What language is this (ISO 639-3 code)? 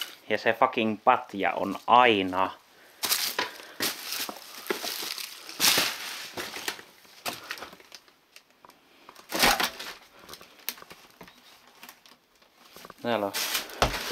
fin